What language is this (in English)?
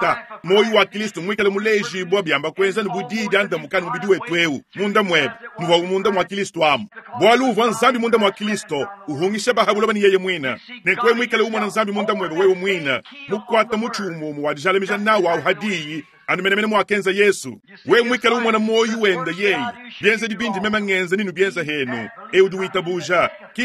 Luba-Lulua